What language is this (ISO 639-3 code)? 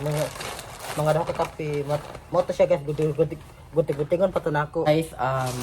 ceb